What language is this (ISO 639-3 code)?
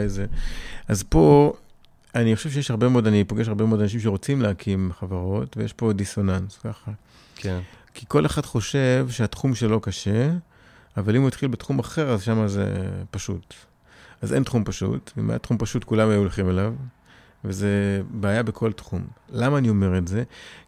heb